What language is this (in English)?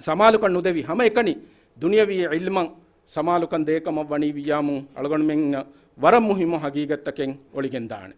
Divehi